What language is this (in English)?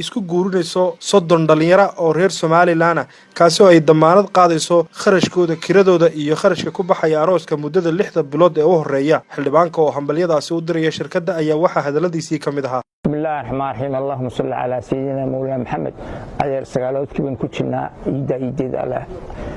Somali